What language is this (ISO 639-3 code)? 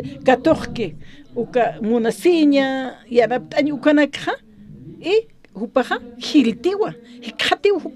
aym